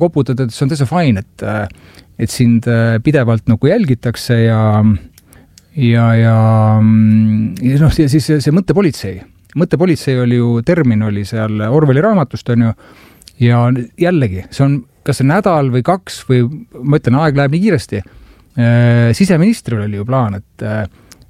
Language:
Estonian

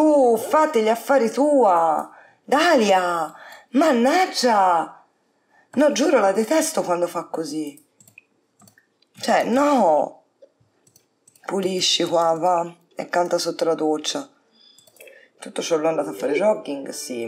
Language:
Italian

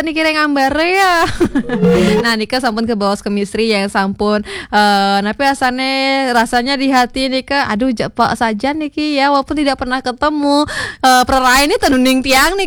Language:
Balinese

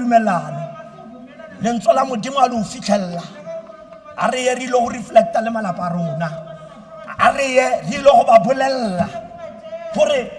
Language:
Tswana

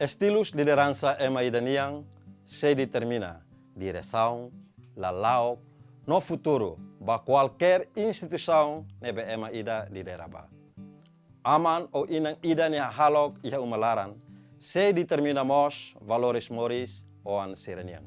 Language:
Tetum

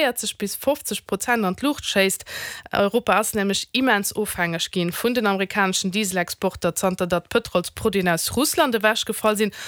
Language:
Luxembourgish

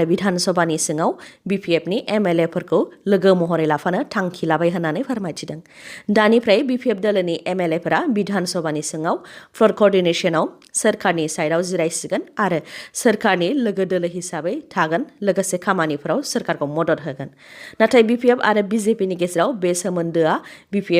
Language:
Bodo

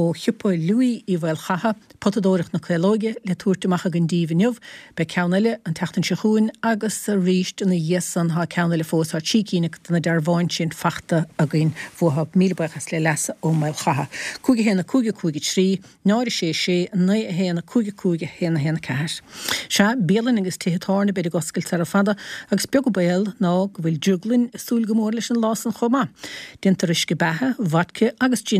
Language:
Irish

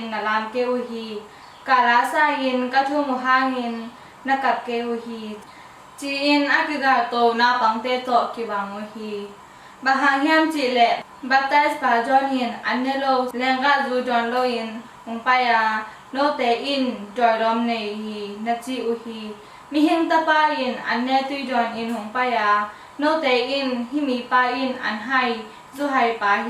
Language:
Tedim Chin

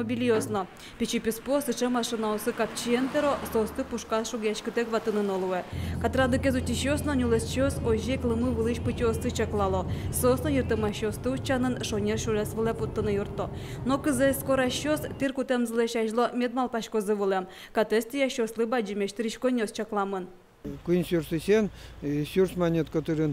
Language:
Udmurt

